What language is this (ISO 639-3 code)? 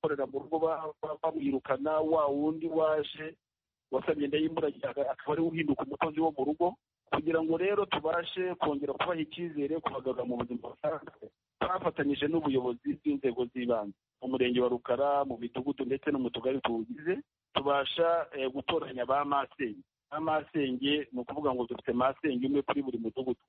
kin